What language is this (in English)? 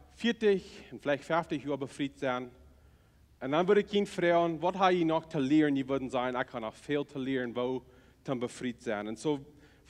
Plautdietsch